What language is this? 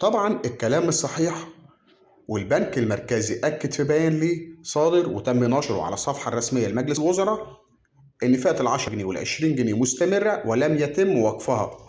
Egyptian Arabic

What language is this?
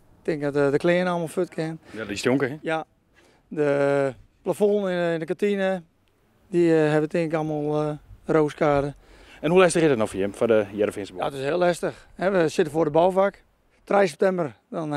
Western Frisian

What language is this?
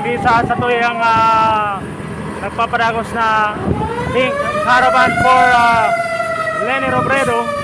Bikol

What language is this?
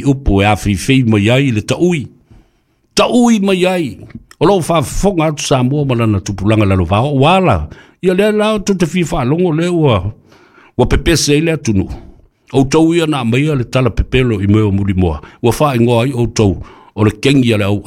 Samoan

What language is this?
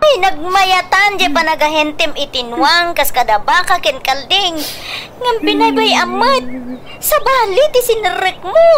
Iloko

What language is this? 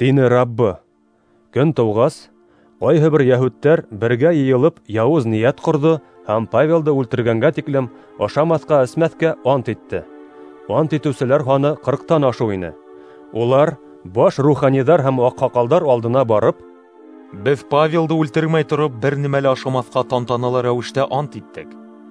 Bashkir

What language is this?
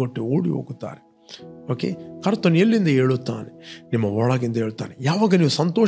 Kannada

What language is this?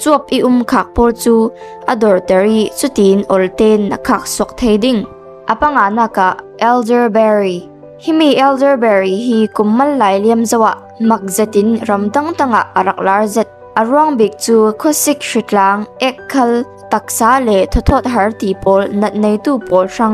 Falam Chin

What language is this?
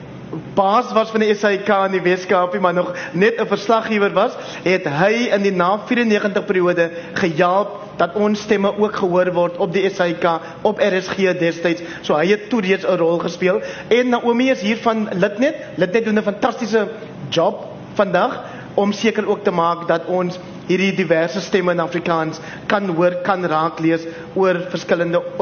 Afrikaans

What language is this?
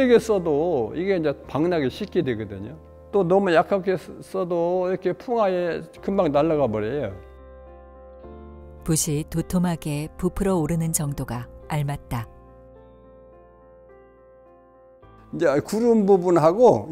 Korean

